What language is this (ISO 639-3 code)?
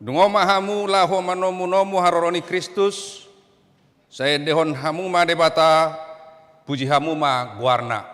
bbc